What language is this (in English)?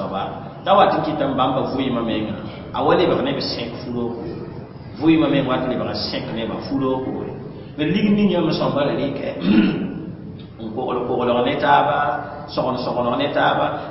Mossi